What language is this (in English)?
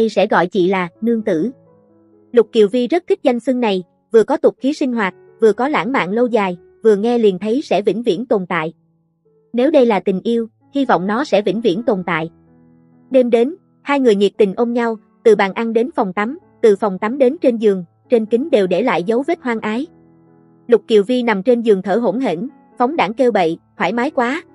Vietnamese